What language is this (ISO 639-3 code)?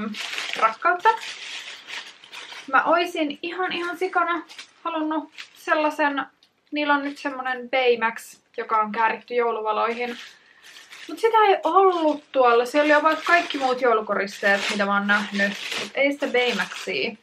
fin